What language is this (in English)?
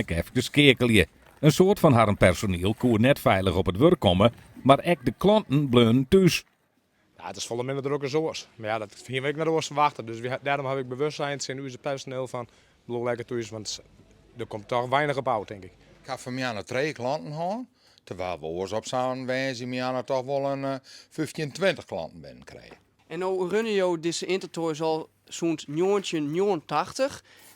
Western Frisian